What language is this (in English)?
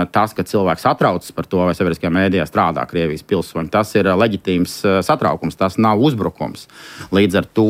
Latvian